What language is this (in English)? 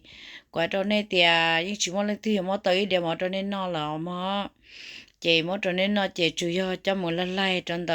Hmong